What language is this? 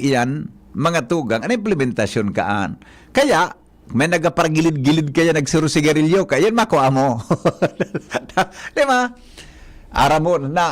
Bikol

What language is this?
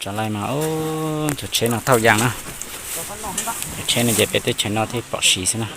Hmong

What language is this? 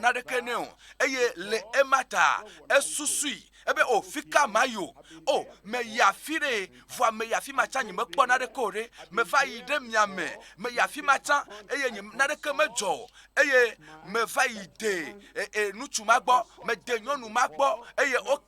Ewe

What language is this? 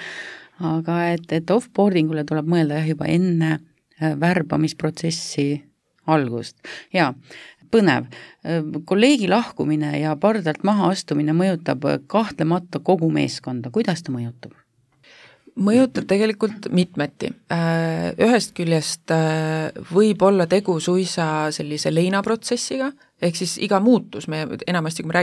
Estonian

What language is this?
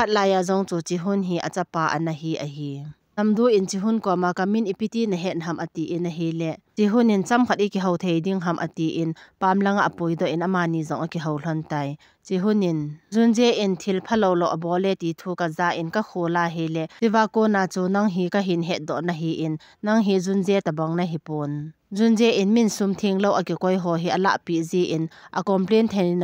Thado Chin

